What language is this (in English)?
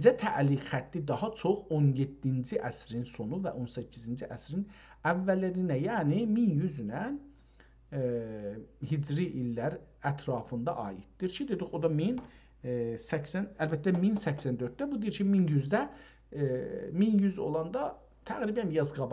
South Azerbaijani